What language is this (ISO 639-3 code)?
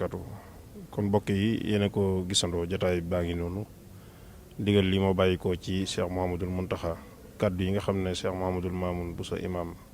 wol